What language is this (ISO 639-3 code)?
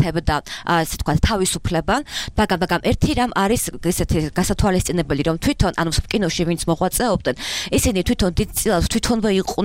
kat